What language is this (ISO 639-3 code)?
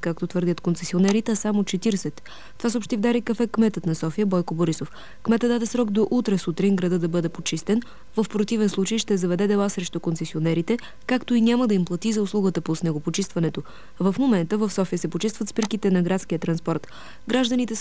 bul